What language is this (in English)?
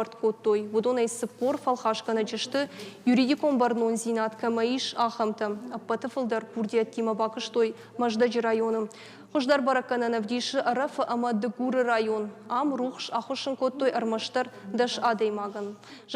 Ossetic